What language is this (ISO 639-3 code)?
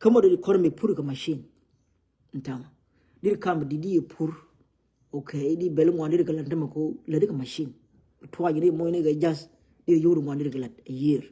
nus